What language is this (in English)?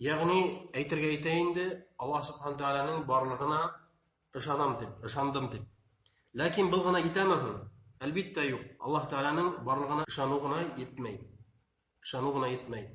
Bashkir